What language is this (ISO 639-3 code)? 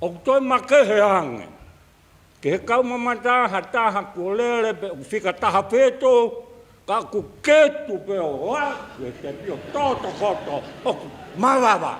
ton